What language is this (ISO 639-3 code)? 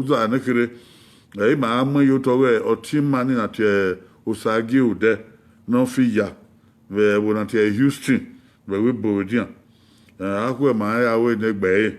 bin